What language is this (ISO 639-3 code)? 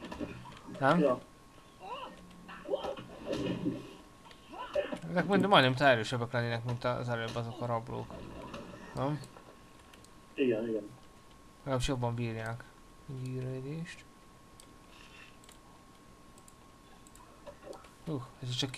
hun